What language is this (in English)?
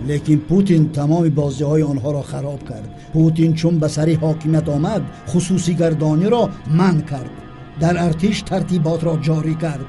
Tajik